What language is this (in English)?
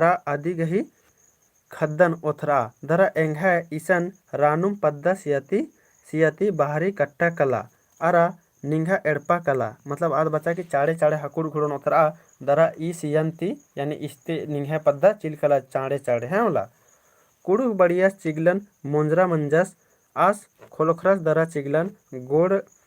Kurukh